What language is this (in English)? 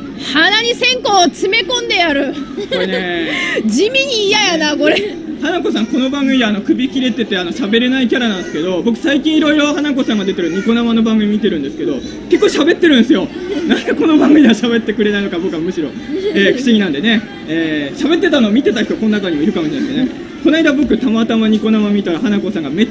Japanese